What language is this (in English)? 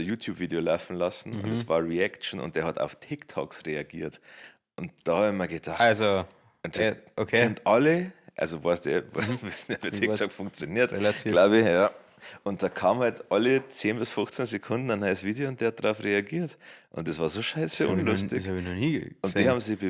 Bavarian